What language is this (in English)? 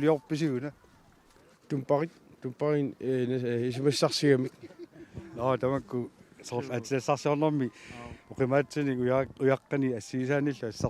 Kalaallisut